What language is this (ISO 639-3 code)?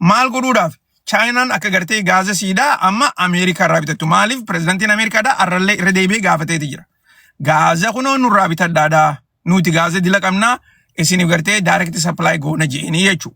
orm